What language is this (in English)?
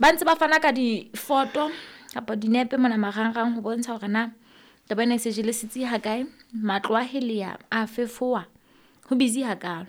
Southern Sotho